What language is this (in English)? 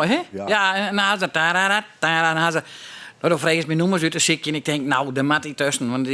Western Frisian